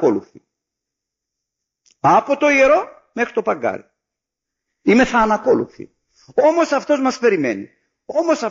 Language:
Greek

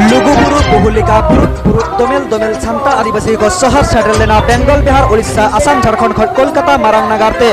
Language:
Santali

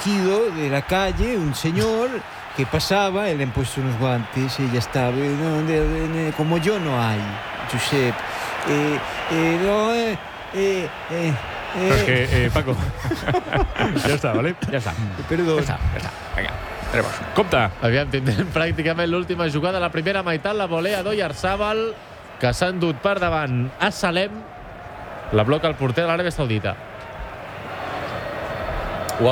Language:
Catalan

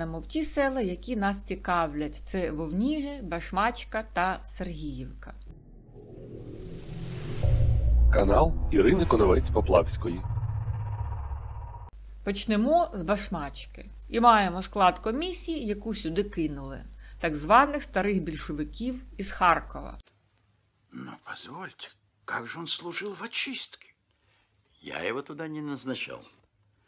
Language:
Ukrainian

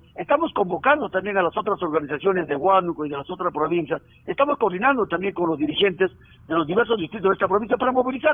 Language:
Spanish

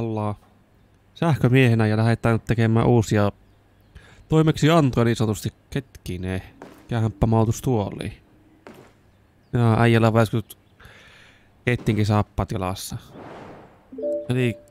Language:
Finnish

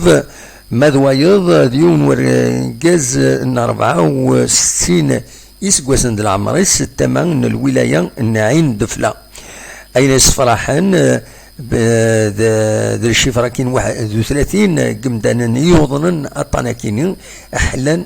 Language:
Kabyle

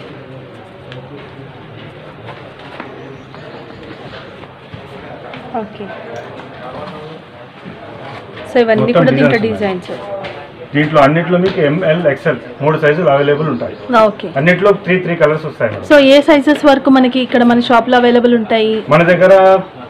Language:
Telugu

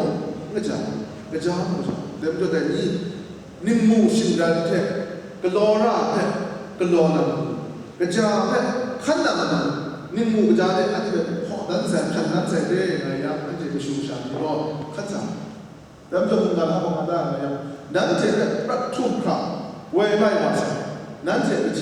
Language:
Kachin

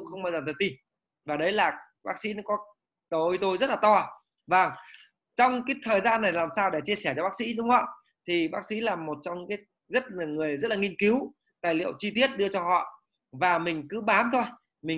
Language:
Vietnamese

